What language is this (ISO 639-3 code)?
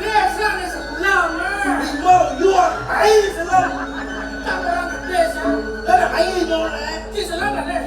ban